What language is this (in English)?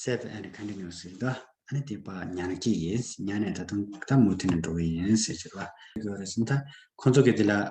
Tibetan